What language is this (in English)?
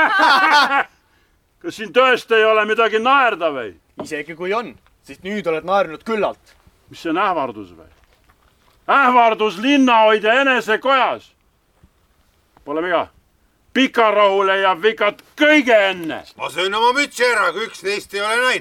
Estonian